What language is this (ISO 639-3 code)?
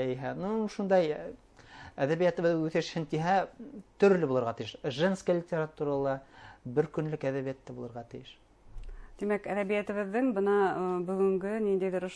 bak